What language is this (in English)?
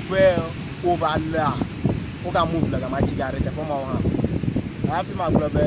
Ewe